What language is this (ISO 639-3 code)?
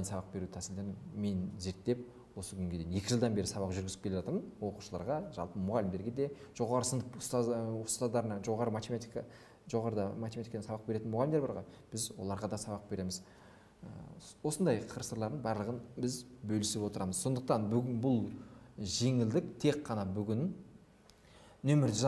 kaz